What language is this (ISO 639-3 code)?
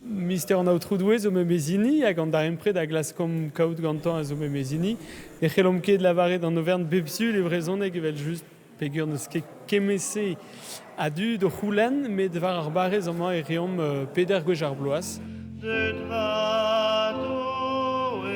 bre